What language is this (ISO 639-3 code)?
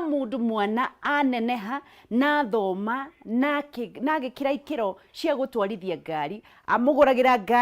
kik